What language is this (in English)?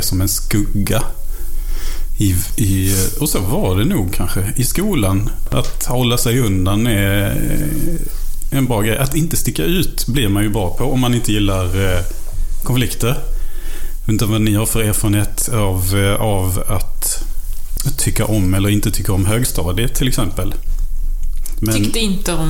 Swedish